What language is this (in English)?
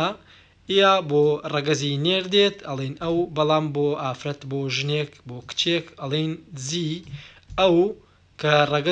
Central Kurdish